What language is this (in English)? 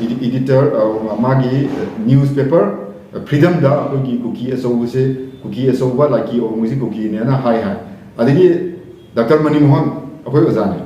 Manipuri